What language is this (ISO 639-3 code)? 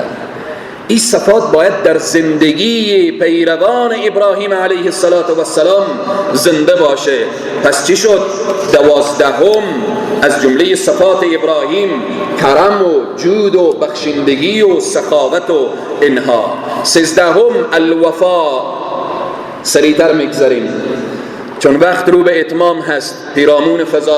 fas